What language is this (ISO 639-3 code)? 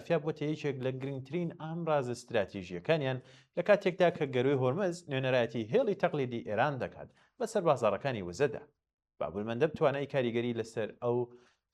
ckb